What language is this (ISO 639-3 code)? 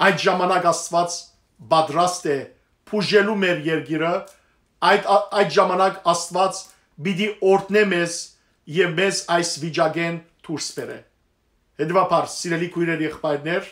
hyw